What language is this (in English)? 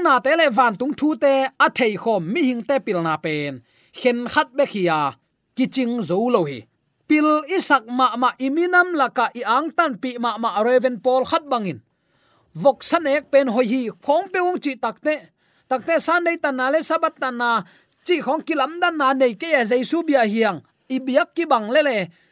Tedim Chin